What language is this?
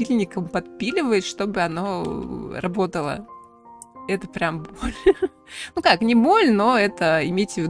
Russian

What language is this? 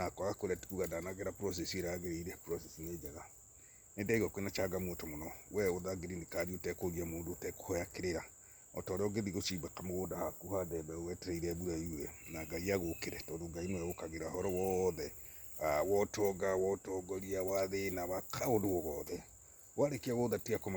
Kikuyu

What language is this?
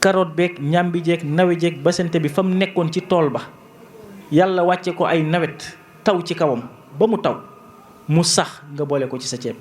Wolof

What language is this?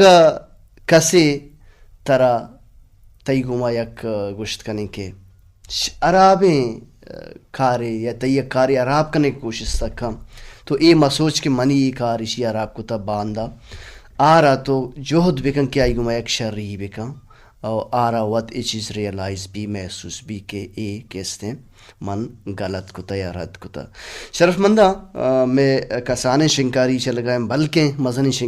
Baluchi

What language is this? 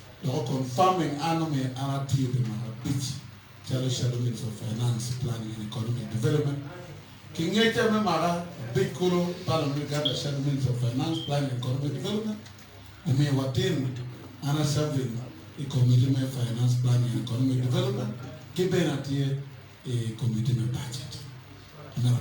Acoli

